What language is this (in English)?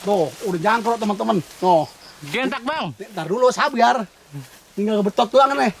Betawi